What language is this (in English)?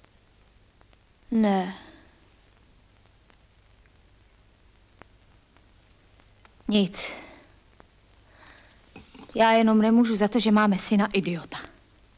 Czech